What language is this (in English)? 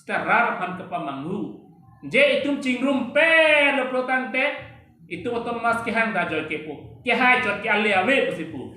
Karbi